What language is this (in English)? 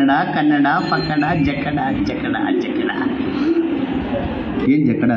Kannada